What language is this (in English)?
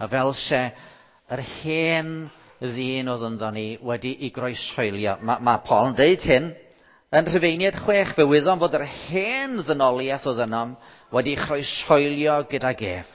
Welsh